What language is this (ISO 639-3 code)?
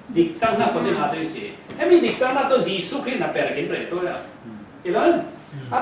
cfm